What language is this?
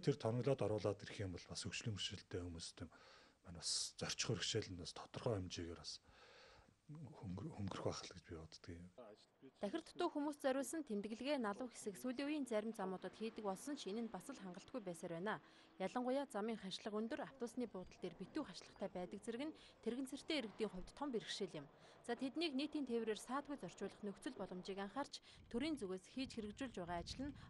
Mongolian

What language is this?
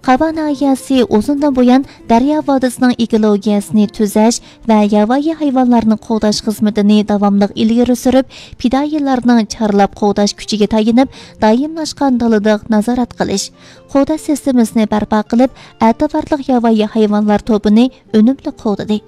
Uyghur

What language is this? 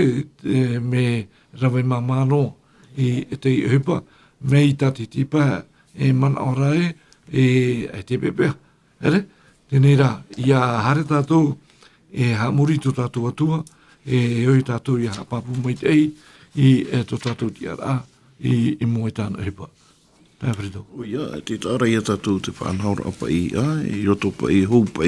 Tahitian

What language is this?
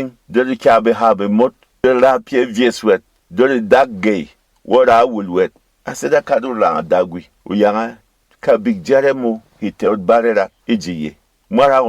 Berom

